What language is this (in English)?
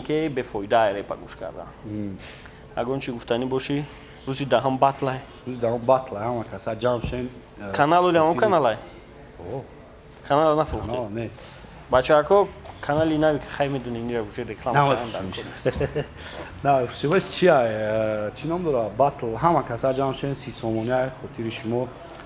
Tajik